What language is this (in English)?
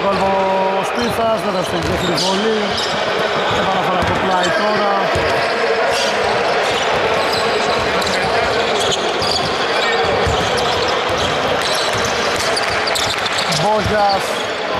Greek